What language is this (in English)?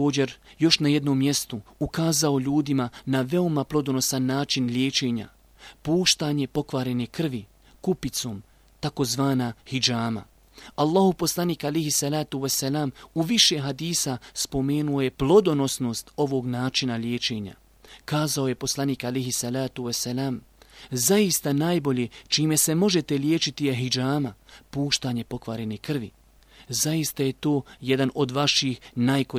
Bosnian